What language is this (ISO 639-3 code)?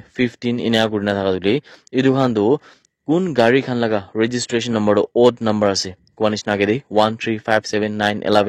nag